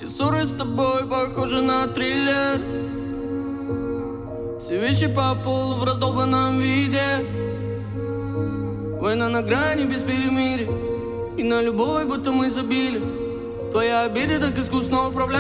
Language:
Russian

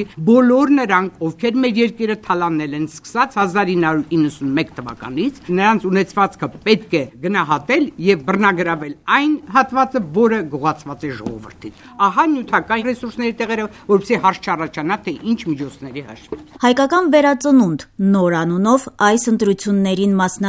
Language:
Armenian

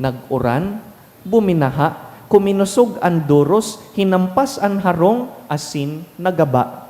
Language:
Bikol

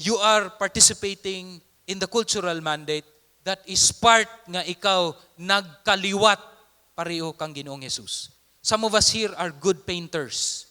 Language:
Cebuano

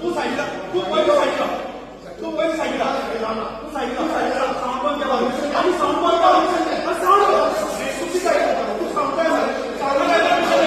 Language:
Konkani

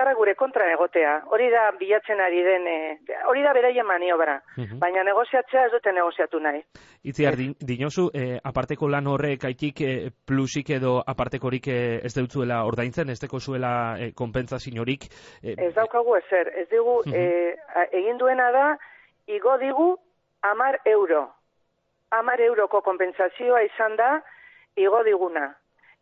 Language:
Basque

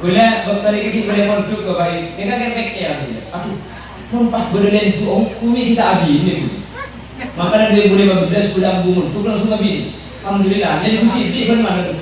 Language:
Madurese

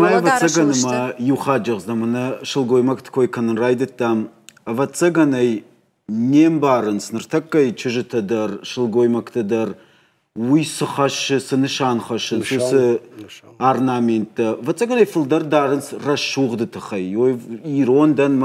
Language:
Ossetic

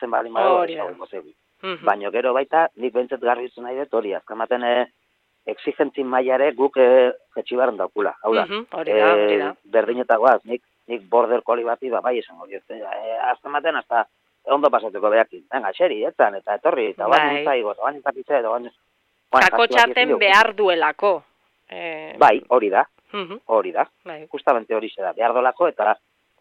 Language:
Basque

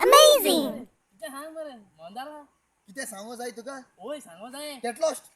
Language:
Konkani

